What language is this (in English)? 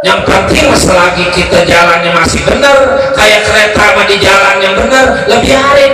Betawi